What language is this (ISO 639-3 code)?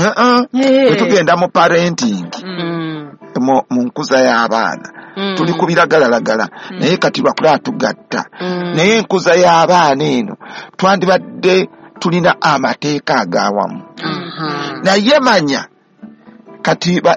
lug